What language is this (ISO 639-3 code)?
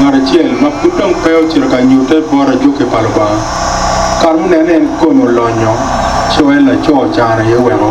ach